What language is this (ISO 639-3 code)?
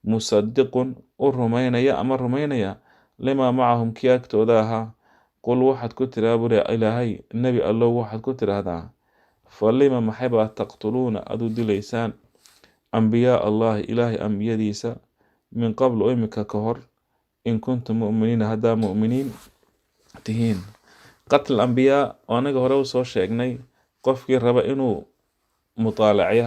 som